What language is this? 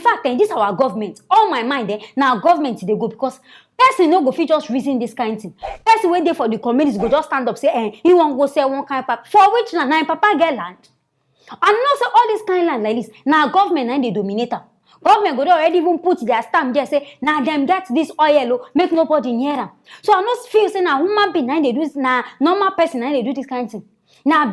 Nigerian Pidgin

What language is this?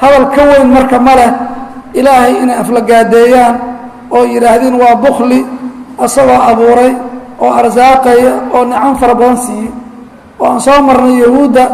Somali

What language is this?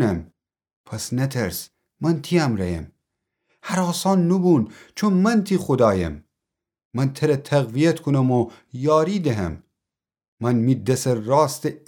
Gilaki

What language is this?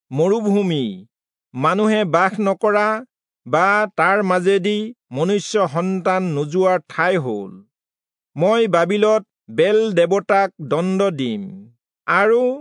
Assamese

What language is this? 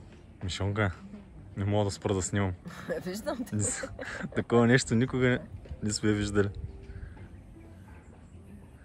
Bulgarian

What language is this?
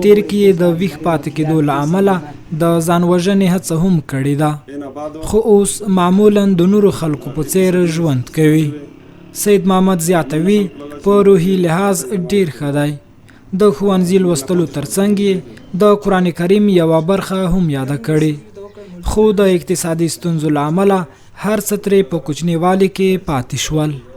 Pashto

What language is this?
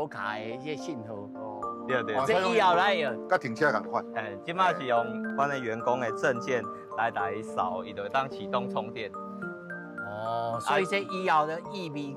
Min Nan Chinese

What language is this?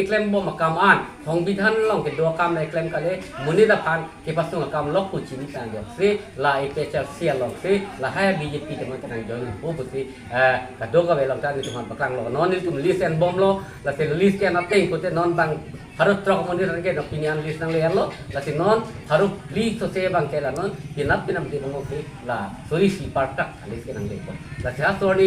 Karbi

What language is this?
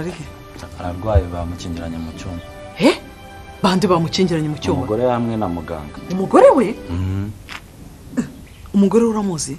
Kinyarwanda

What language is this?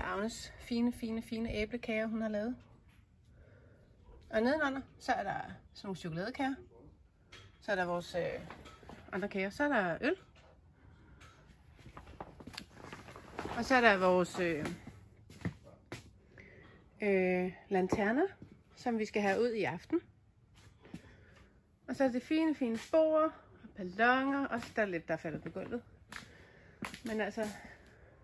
Danish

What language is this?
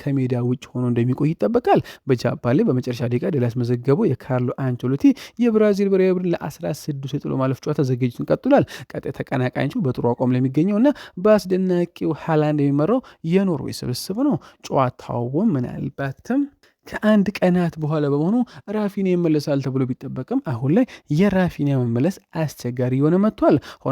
Amharic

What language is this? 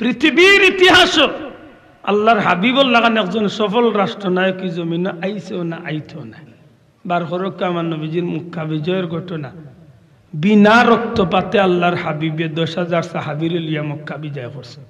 Sylheti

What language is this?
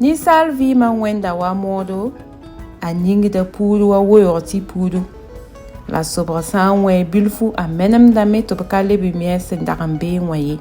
Mossi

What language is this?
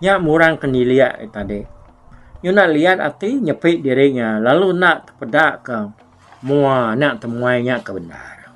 Iban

